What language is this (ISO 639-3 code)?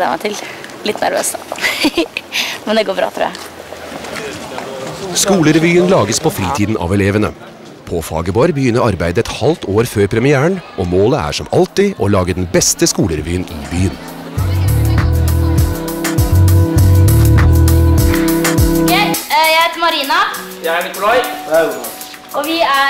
nor